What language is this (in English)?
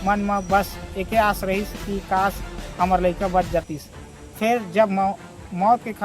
Chhattisgarhi